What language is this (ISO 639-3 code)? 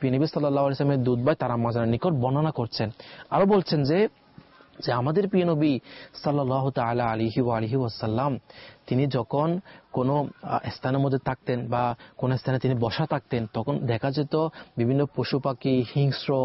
ben